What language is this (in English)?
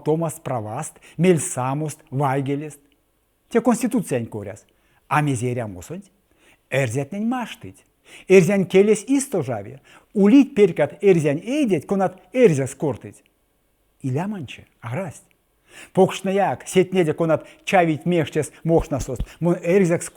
Erzya